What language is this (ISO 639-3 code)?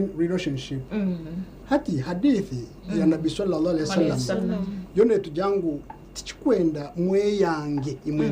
nyn